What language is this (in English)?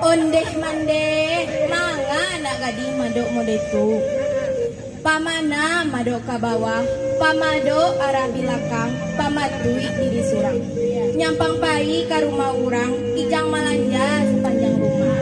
Minangkabau